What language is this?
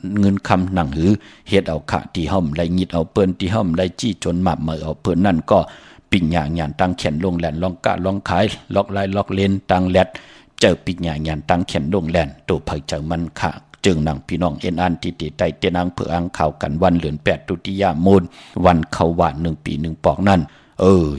Shan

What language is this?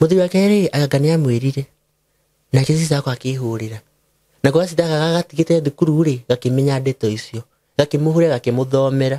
Kikuyu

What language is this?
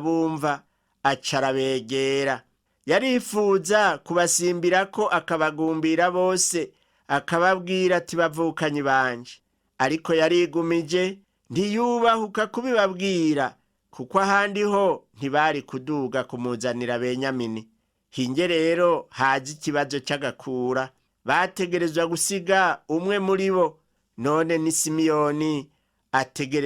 Rundi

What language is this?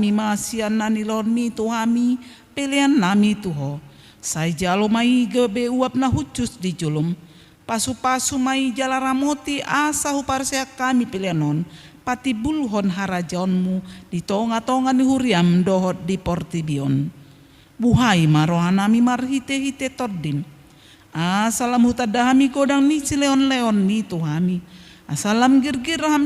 Batak Toba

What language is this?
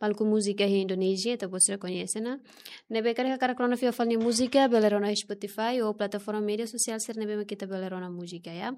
Tetum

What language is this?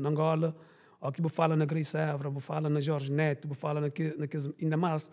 Kabuverdianu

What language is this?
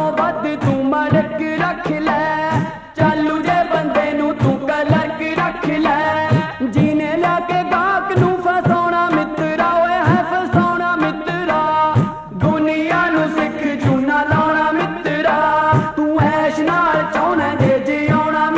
Punjabi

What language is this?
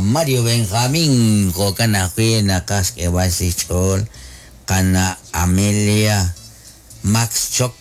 Kekchí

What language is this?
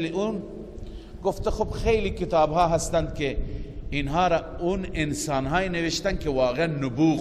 Persian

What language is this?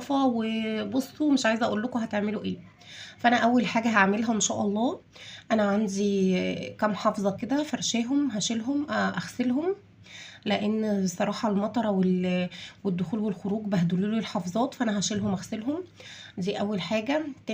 Egyptian Arabic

